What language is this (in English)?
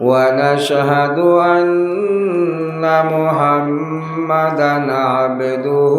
Sylheti